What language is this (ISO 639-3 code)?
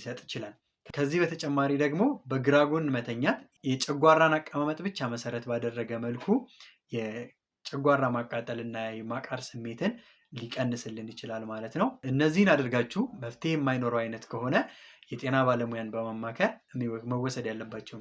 amh